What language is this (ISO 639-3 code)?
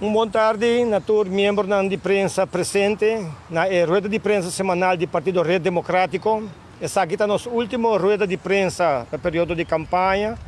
pap